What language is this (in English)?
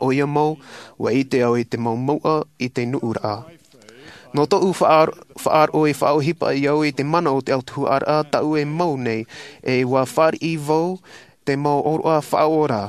Tahitian